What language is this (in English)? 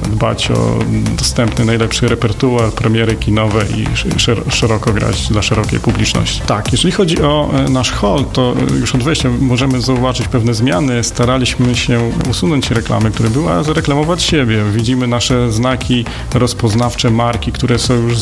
Polish